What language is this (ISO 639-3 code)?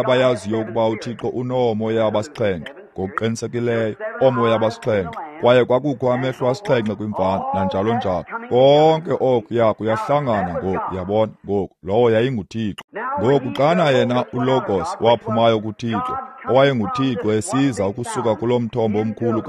xho